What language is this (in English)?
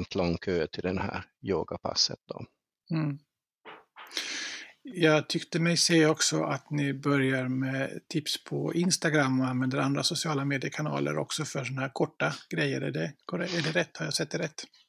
Swedish